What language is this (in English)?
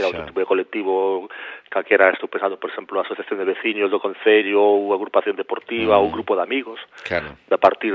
Galician